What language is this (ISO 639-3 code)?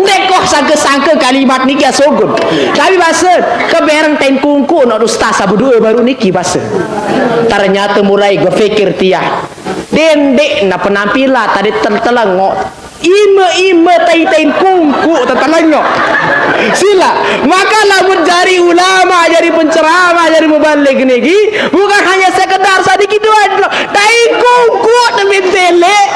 sas